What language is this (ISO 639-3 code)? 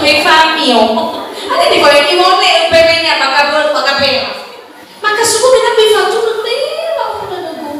nia